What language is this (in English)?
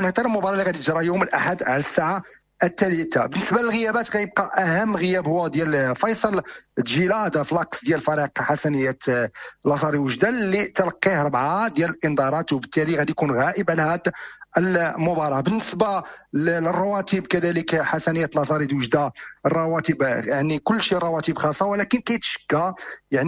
Moroccan Arabic